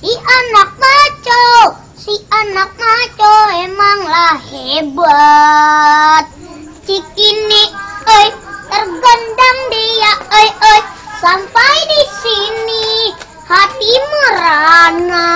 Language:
Betawi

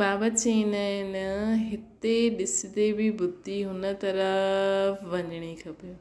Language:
Sindhi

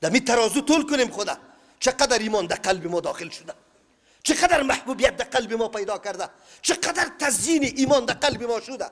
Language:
Persian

